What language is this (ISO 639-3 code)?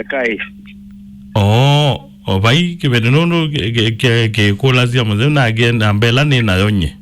kam